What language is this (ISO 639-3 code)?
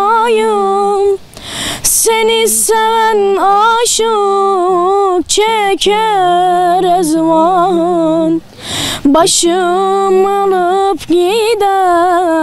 zza